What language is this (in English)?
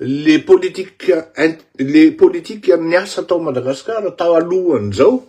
Malagasy